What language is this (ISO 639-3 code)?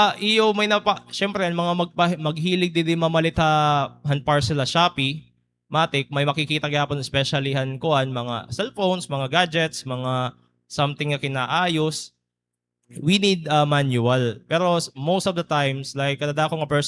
war